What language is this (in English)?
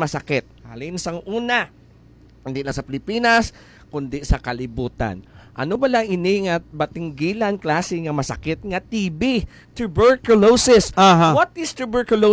Hiligaynon